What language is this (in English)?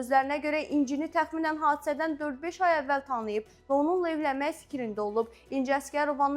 Azerbaijani